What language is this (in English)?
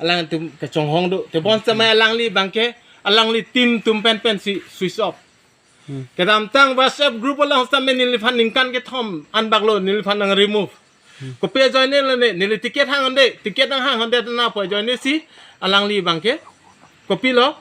Karbi